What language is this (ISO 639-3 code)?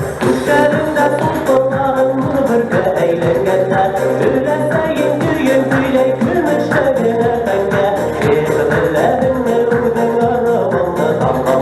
bak